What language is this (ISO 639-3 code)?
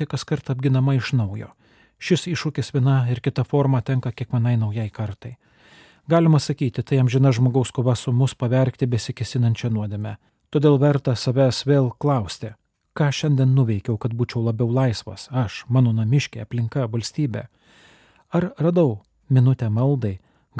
lit